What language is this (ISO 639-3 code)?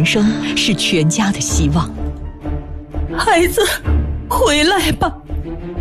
zho